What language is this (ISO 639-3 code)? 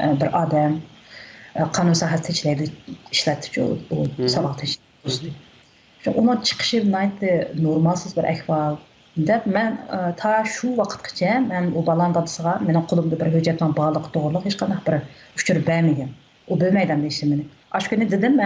uig